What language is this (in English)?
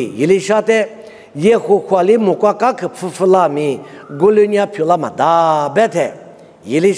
Lisu